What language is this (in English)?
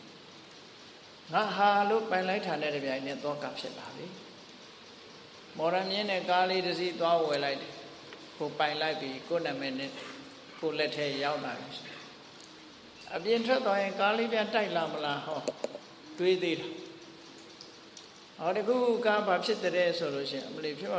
Burmese